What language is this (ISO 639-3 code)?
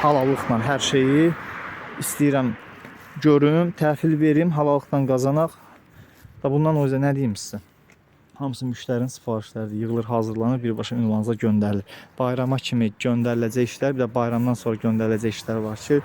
aze